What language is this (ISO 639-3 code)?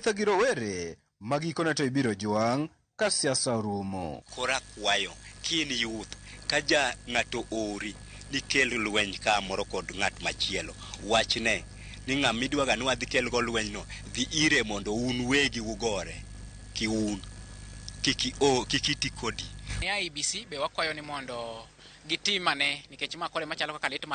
luo